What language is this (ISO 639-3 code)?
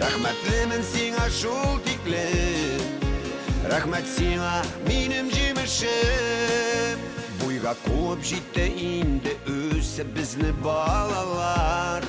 bak